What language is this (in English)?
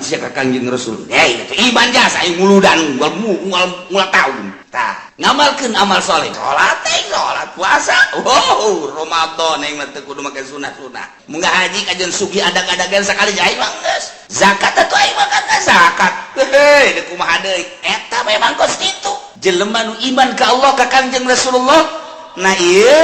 Sundanese